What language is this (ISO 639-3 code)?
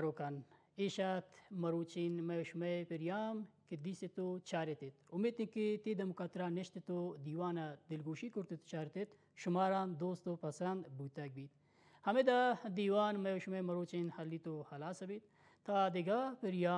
bal